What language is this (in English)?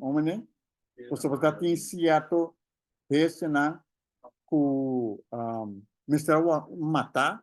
Papiamento